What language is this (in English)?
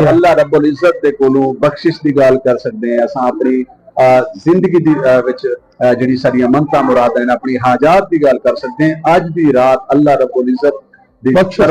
Saraiki